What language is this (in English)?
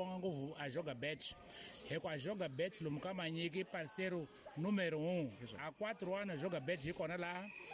Tsonga